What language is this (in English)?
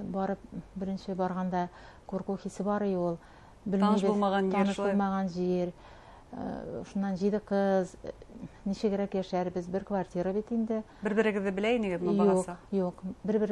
Bashkir